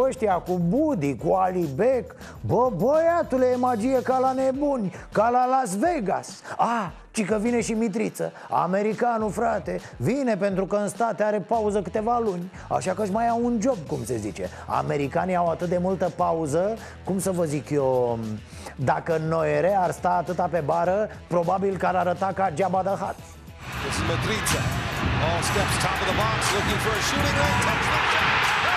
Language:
Romanian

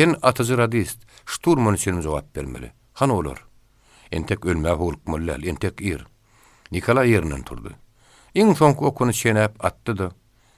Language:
Turkmen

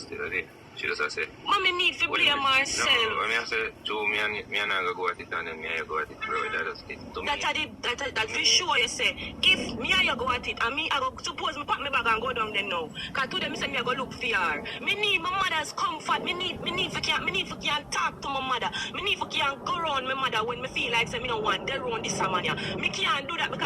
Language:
Jamaican Creole English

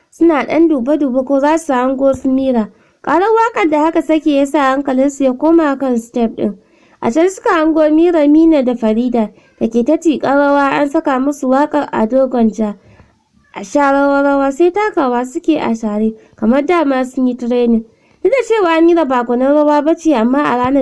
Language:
Hausa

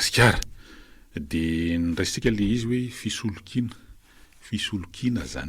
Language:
Malagasy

